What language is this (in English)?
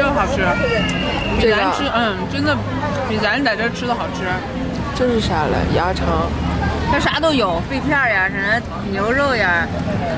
Chinese